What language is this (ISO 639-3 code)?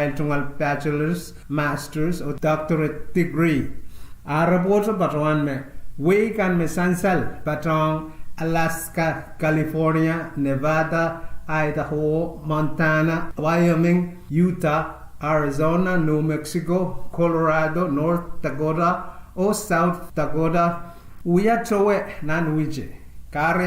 pon